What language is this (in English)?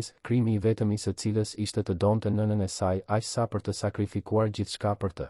Albanian